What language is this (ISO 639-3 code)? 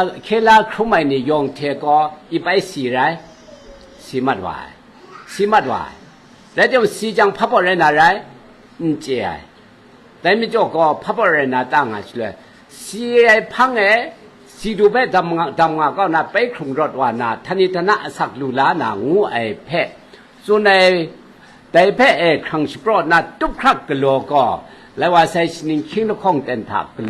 kac